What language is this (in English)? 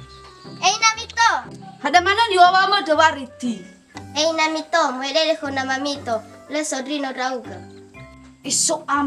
Nias